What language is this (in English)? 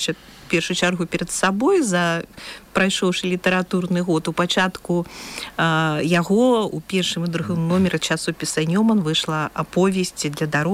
Belarusian